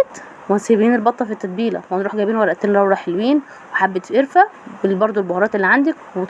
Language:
Egyptian Arabic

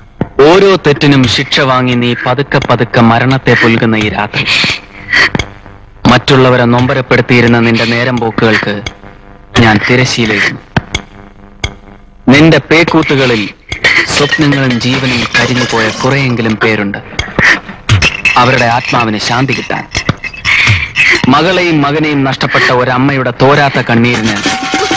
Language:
Malayalam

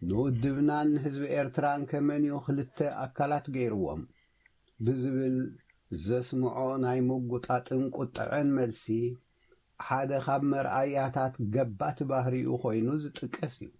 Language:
Tigrinya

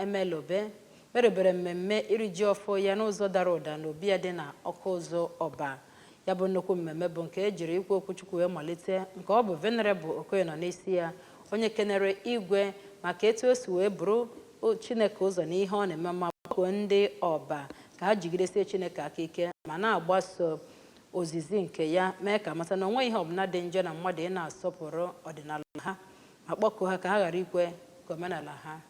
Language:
Igbo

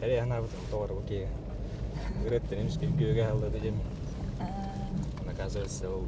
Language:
Yakut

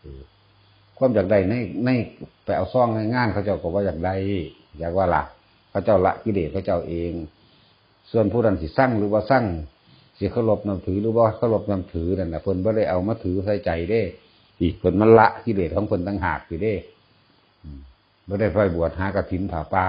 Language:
Northeastern Thai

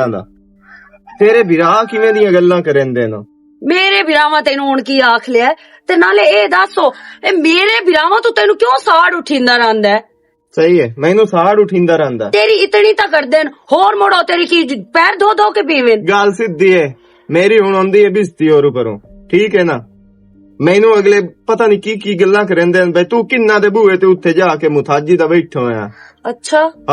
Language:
Western Panjabi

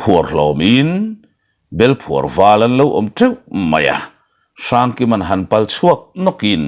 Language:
Mizo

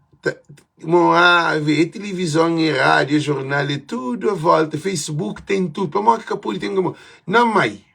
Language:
Kabuverdianu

